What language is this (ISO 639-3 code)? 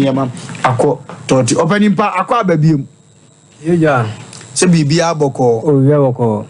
aka